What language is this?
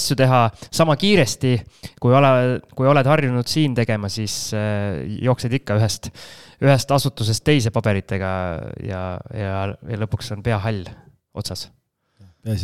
Estonian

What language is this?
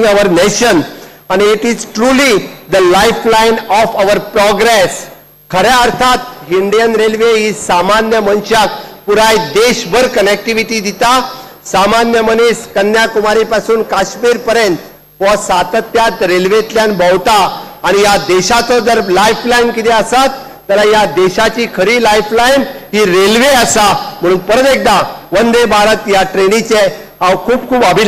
Konkani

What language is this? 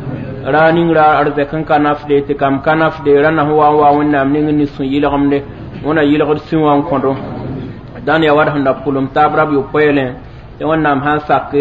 Mossi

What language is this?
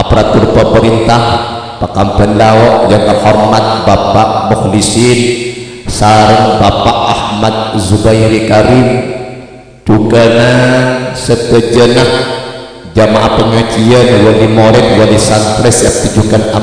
Madurese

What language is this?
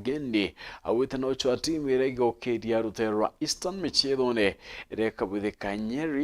Meru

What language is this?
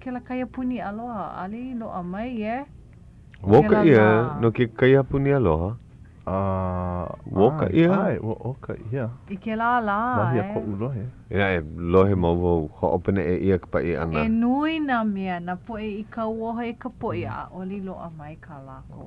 Hawaiian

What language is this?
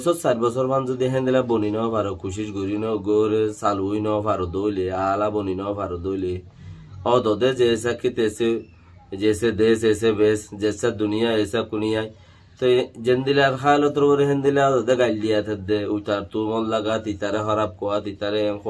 Rohingya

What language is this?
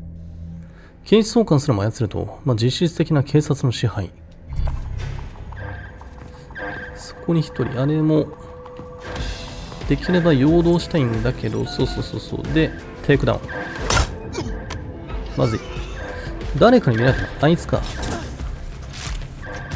Japanese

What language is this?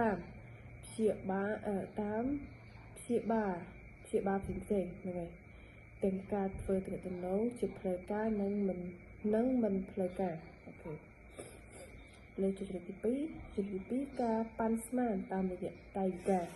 Khmer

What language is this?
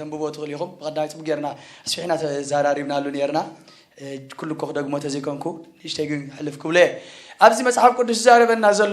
Tigrinya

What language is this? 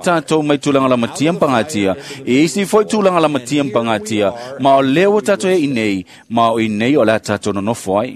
Samoan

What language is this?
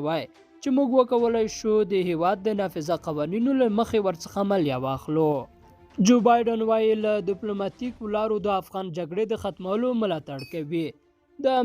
Pashto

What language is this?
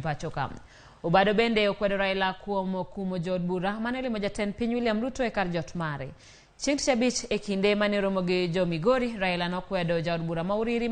Luo (Kenya and Tanzania)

